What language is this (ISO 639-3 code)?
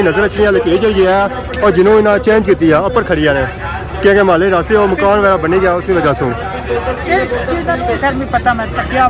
phr